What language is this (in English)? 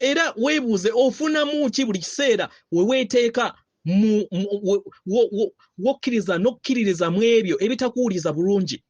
Ganda